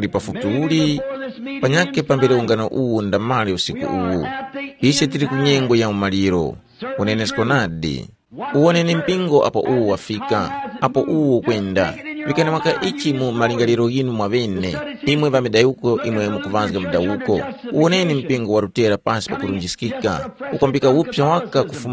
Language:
Tumbuka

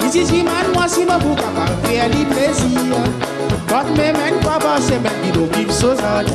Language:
Réunion Creole French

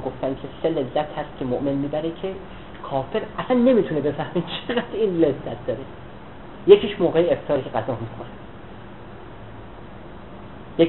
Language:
Persian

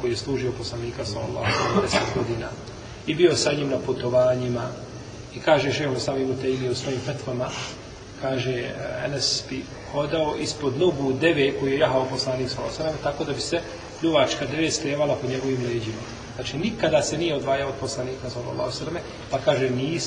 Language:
Bosnian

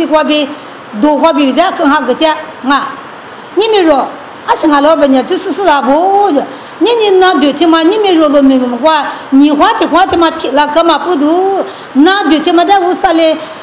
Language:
Lisu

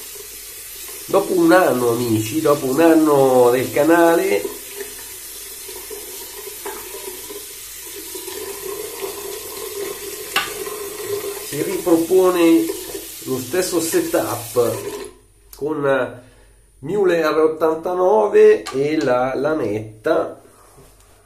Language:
Italian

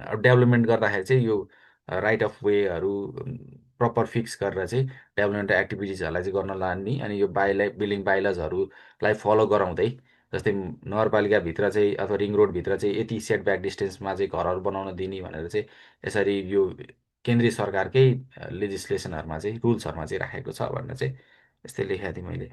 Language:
Nepali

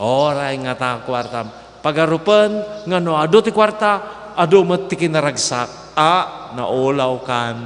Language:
Iloko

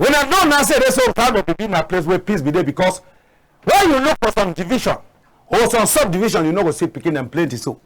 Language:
Cameroon Pidgin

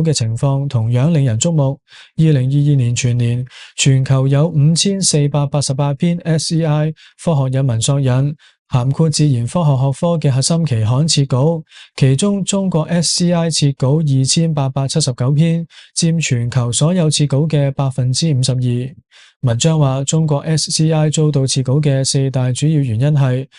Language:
Cantonese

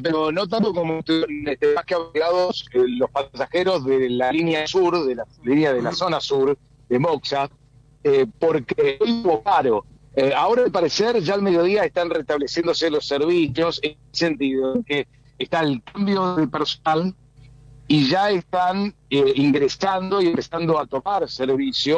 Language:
Spanish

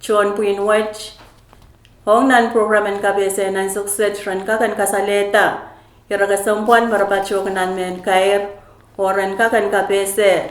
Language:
Pohnpeian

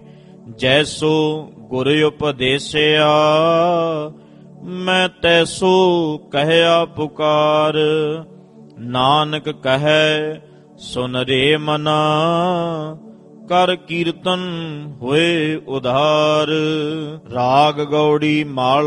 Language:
Punjabi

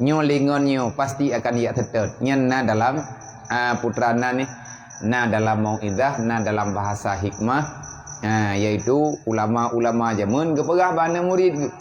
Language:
Achinese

